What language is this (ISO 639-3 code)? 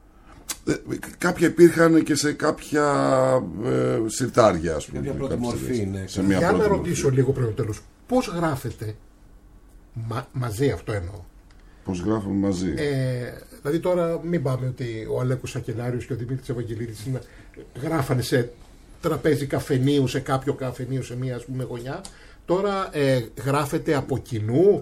ell